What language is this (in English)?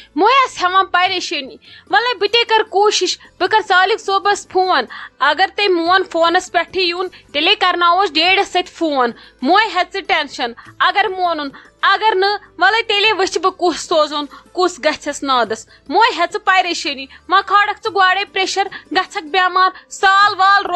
Kashmiri